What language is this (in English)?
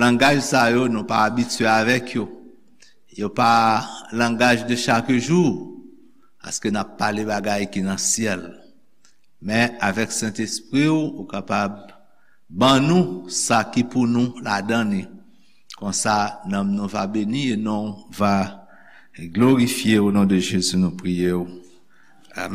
Haitian Creole